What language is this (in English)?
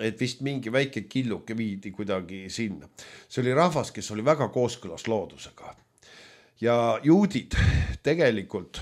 Estonian